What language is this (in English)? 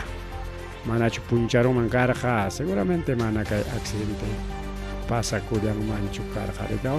Ayacucho Quechua